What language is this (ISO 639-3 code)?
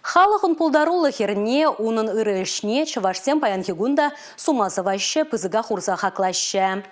chv